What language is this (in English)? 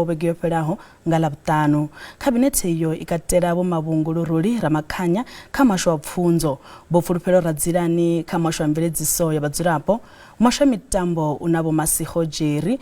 Venda